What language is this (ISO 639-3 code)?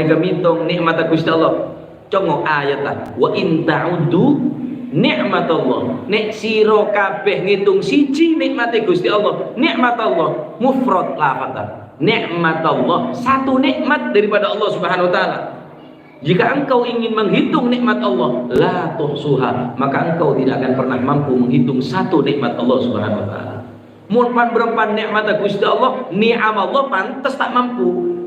mad